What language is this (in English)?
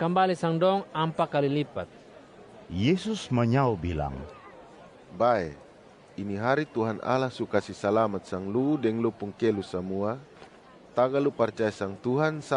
Kupang Malay